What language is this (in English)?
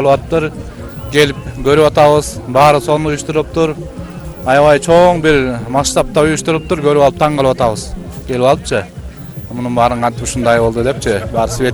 Kyrgyz